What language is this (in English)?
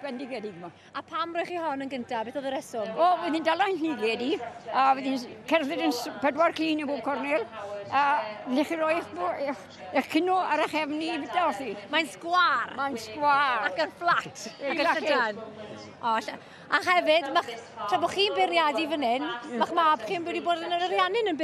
Welsh